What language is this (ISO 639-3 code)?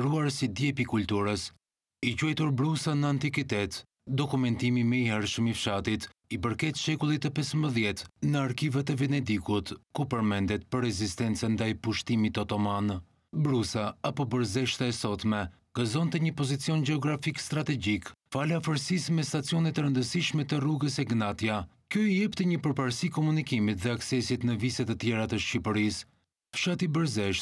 sqi